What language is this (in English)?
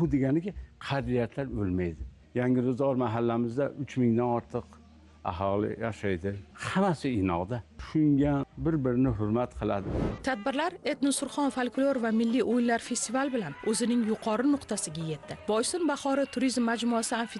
Uzbek